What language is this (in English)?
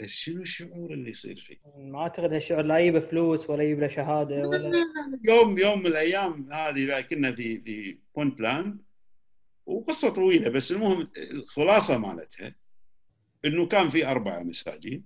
Gulf Arabic